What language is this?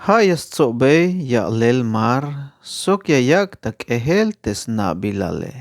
Tzeltal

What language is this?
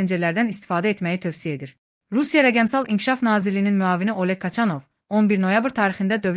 Azerbaijani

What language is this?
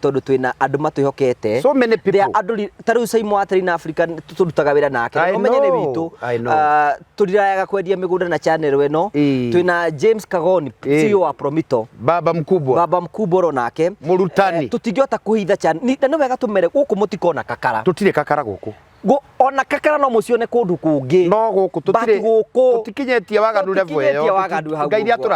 Kikuyu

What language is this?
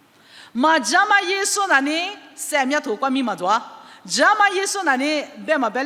Lisu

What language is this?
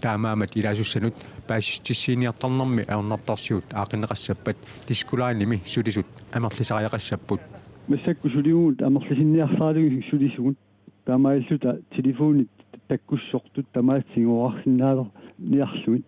Kalaallisut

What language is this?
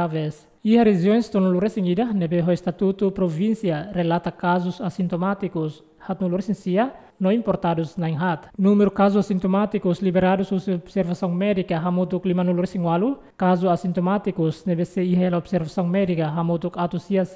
Tetum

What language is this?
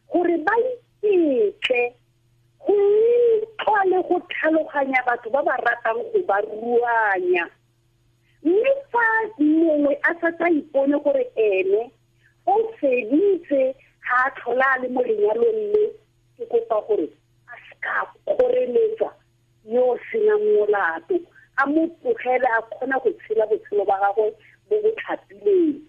Tswana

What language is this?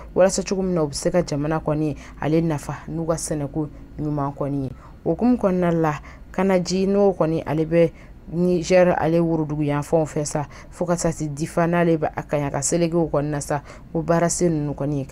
Bambara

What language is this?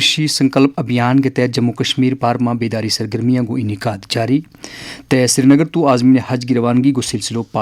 Gujari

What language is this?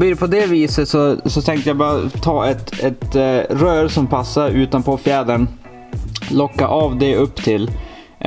Swedish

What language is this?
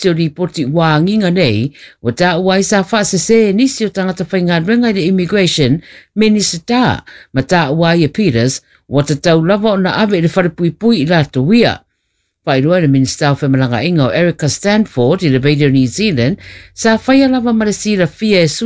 Samoan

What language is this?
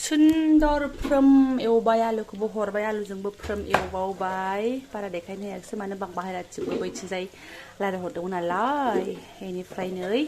Bodo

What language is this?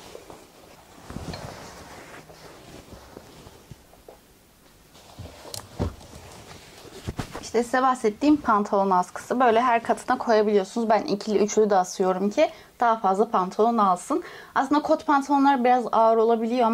Turkish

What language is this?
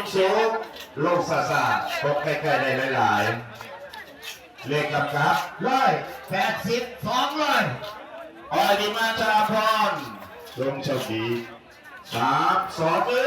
Lao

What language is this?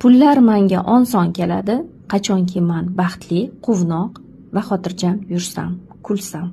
Uzbek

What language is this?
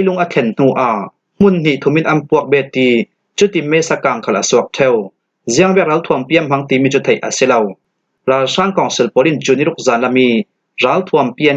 Falam Chin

